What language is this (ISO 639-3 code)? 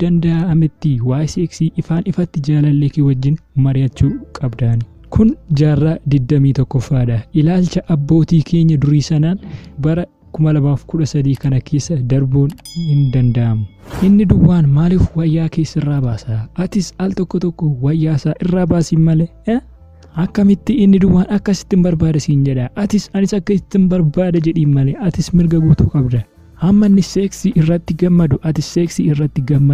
orm